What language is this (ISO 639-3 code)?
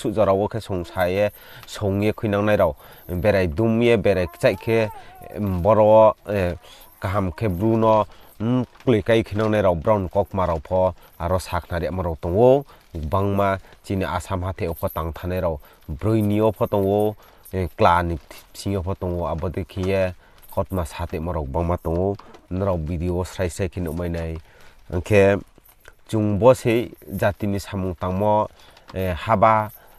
ria